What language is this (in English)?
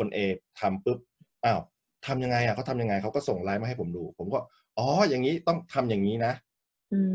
Thai